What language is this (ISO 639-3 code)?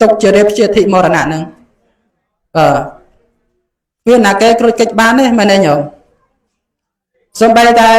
khm